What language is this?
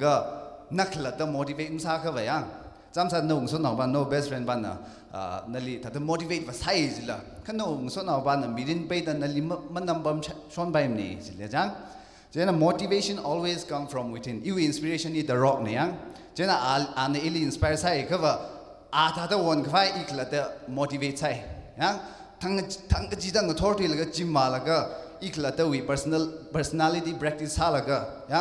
Tangkhul Naga (India)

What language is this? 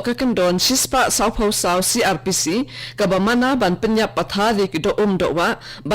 Khasi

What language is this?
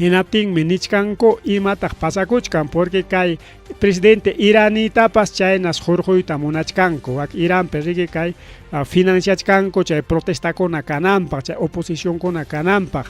Ayacucho Quechua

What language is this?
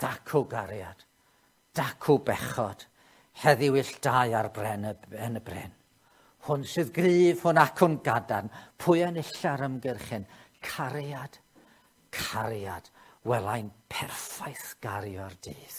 Welsh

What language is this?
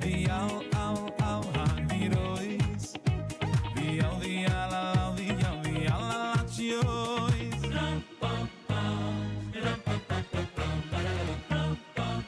Yiddish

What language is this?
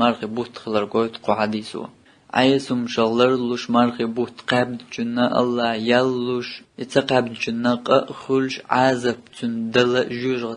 Chechen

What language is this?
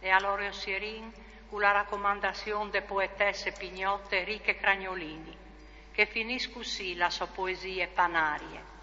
Friulian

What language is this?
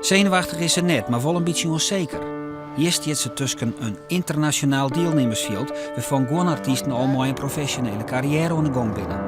Western Frisian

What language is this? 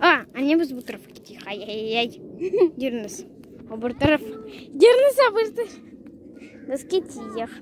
Crimean Tatar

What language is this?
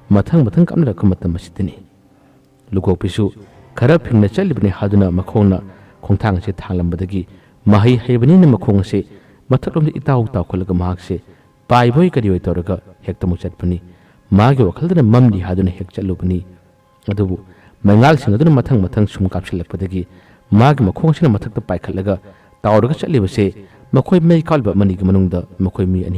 Manipuri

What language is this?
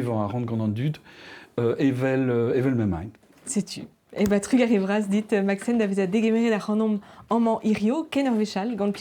Breton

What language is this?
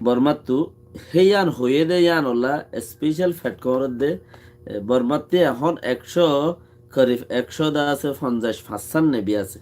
Rohingya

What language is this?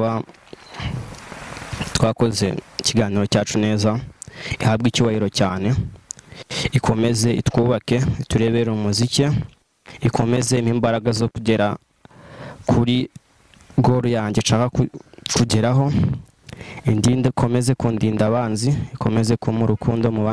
Kinyarwanda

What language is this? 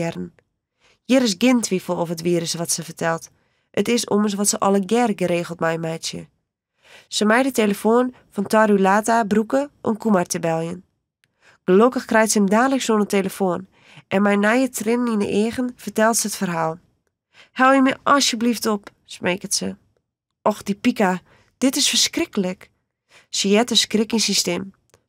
Western Frisian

